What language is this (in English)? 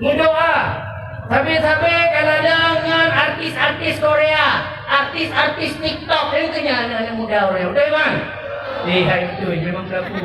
Achinese